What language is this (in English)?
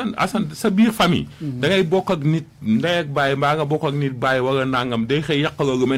Wolof